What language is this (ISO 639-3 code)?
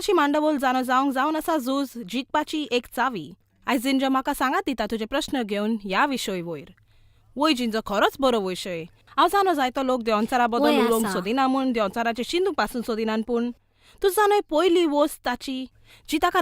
kok